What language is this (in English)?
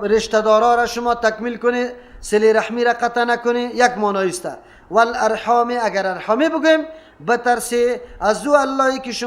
Persian